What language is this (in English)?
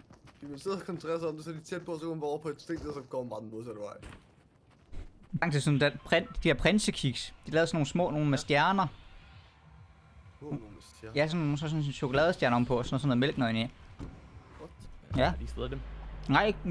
Danish